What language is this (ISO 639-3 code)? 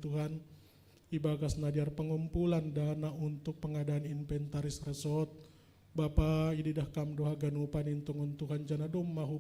bts